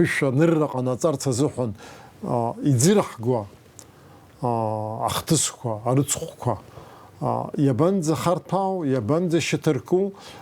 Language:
Abkhazian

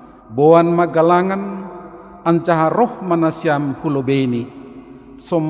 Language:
Batak Simalungun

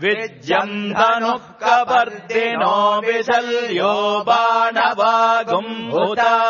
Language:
Sanskrit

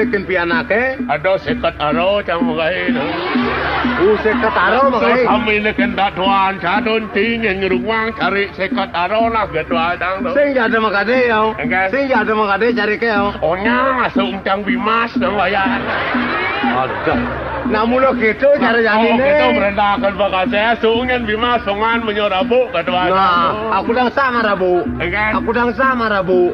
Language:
Balinese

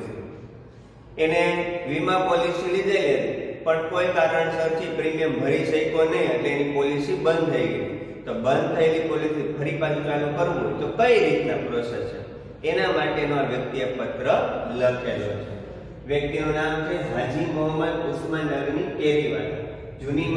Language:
Gujarati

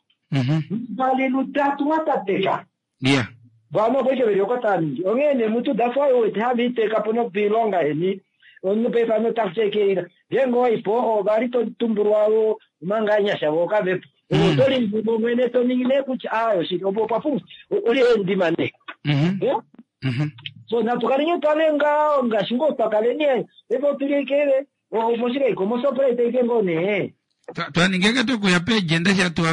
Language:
Kuanyama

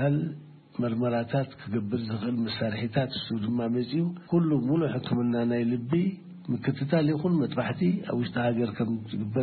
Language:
Tigrinya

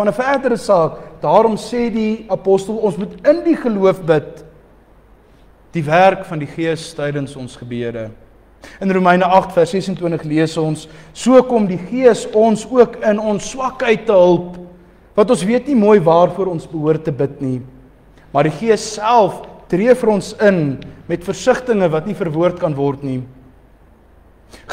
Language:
Afrikaans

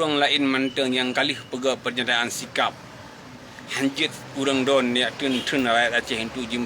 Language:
Achinese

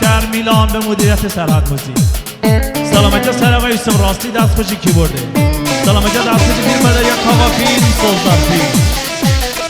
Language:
Kurdish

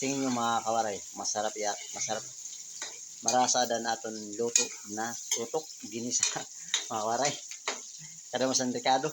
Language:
Waray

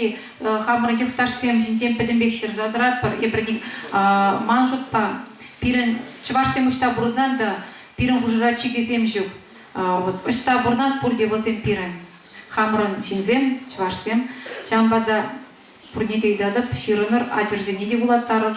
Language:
Chuvash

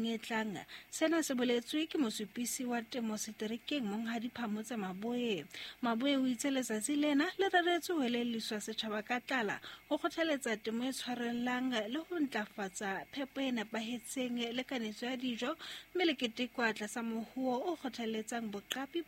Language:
Southern Sotho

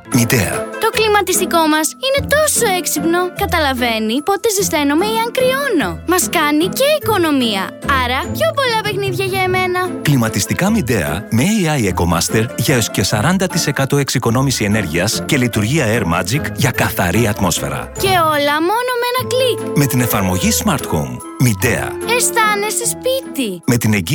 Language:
Greek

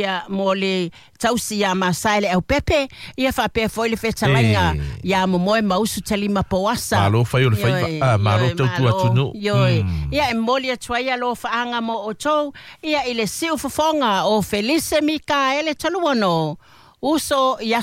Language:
Samoan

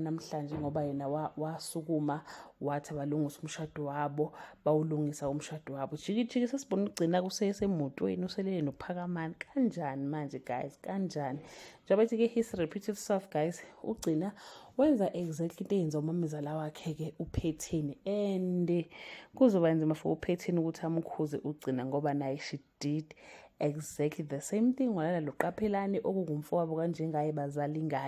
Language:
Zulu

